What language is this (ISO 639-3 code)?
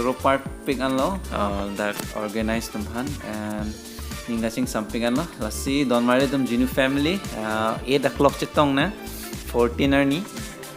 mjw